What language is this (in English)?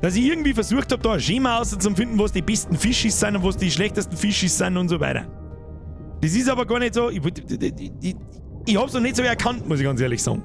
Bavarian